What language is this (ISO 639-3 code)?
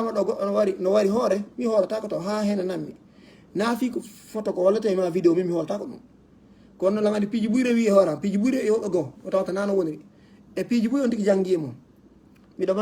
ful